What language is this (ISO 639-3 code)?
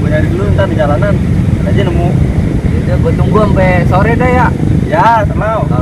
bew